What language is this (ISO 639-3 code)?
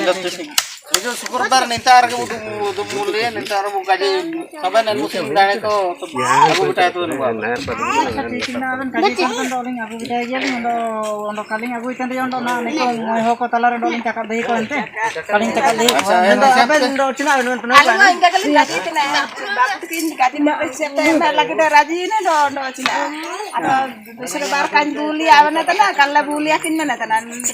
hoc